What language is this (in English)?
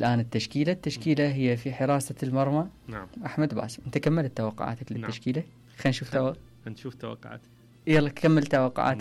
Mesopotamian Arabic